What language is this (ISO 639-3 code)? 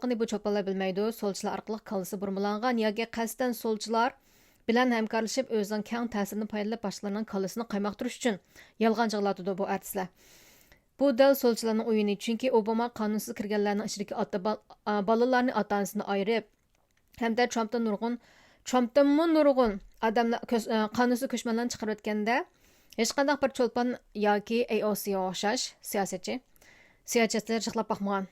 uig